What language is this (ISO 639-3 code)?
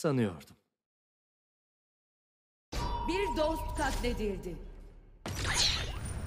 tur